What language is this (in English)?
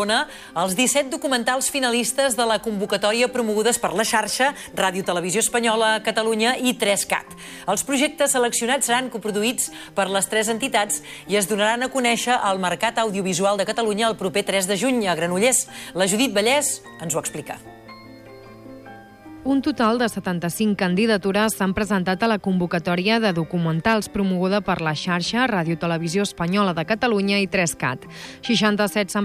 Catalan